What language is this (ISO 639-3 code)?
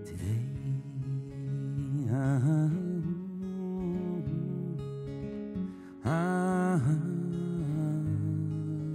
swe